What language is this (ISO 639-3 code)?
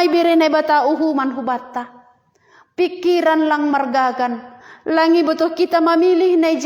bts